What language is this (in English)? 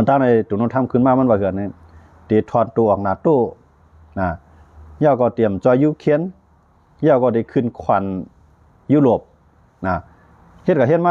Shan